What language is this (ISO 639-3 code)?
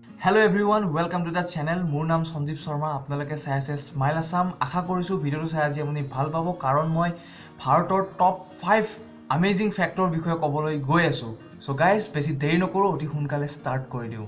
asm